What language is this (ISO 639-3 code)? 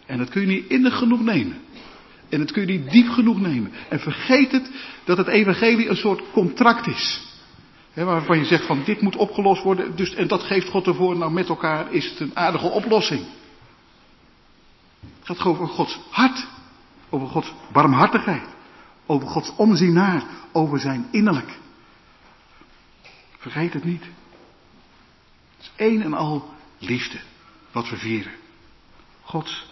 nld